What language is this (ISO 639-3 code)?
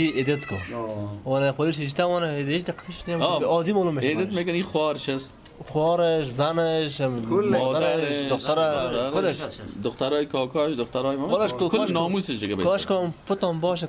fas